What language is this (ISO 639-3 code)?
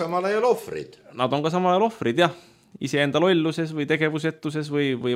est